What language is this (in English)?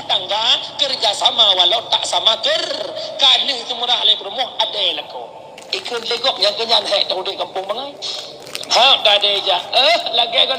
Achinese